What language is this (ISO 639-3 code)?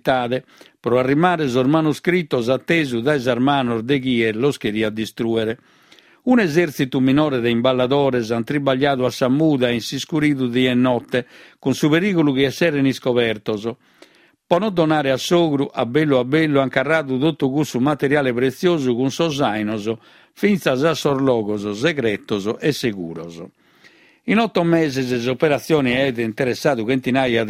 srd